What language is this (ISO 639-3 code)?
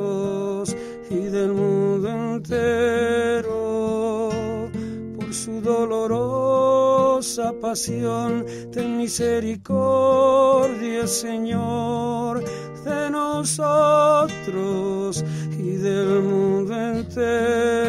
spa